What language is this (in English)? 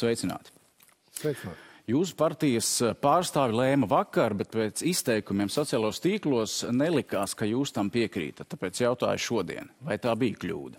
Latvian